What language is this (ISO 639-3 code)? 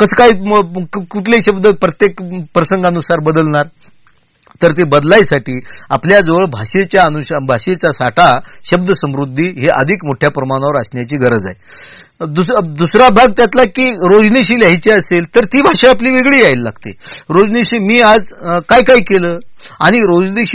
mar